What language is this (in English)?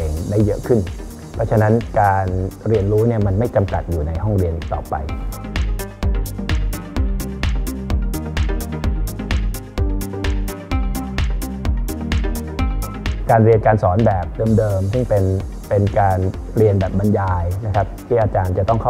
Thai